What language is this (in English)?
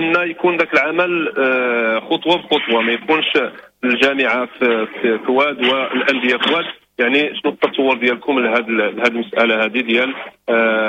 Moroccan Arabic